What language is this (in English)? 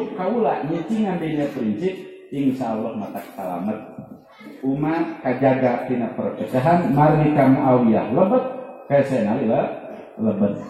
Sundanese